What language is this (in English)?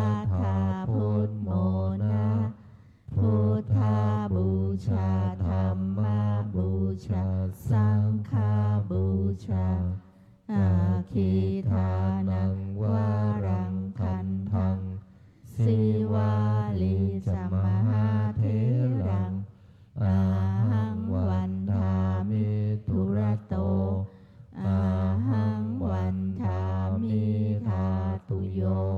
Pali